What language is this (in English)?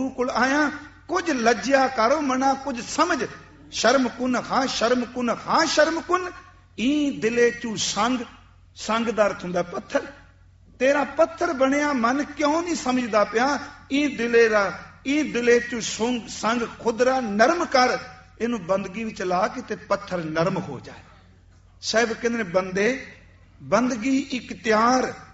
Punjabi